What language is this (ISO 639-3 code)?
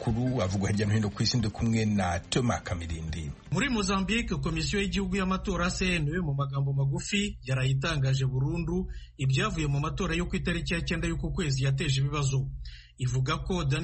kin